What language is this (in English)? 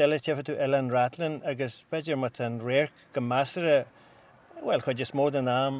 Irish